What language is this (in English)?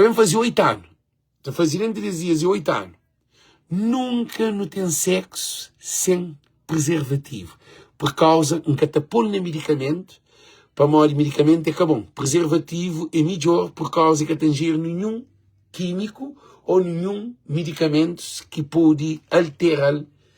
Kabuverdianu